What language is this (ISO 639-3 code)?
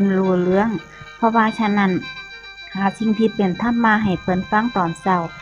tts